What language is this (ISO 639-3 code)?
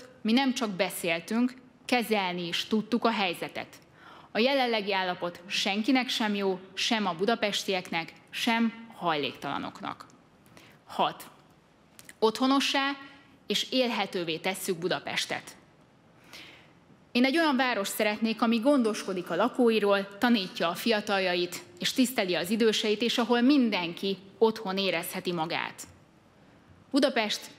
hun